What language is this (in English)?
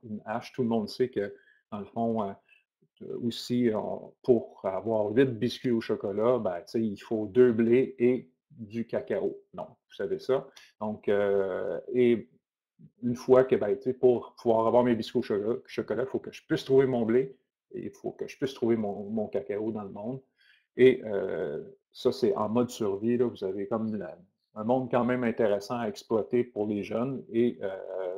French